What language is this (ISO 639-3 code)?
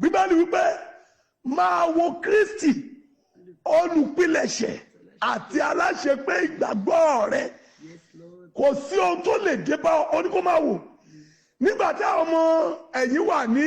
yor